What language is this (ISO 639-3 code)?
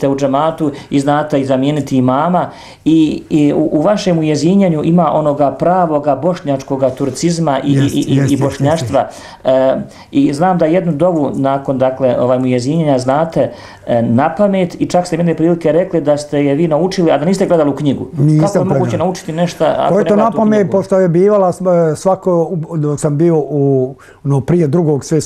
bos